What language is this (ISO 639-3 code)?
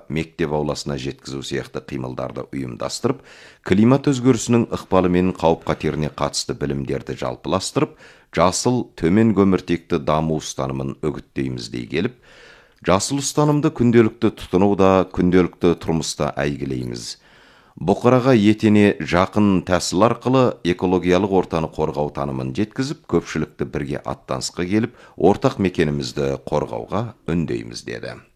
kaz